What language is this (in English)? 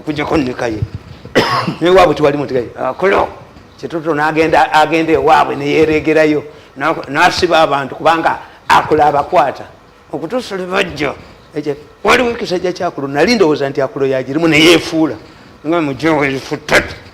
Ganda